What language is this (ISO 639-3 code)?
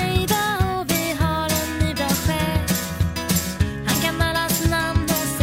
swe